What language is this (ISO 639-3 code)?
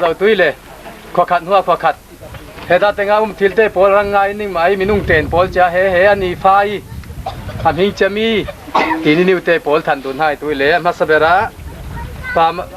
cfm